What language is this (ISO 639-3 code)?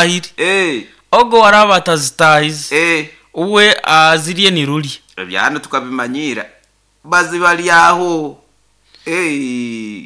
nyo